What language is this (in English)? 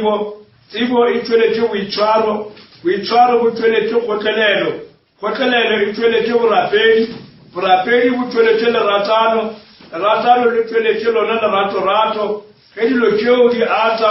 Northern Sotho